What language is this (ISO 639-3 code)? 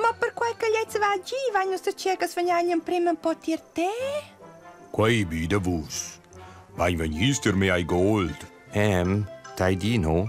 roh